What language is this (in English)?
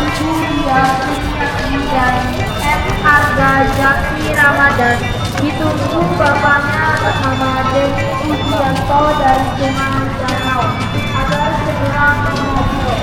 Banjar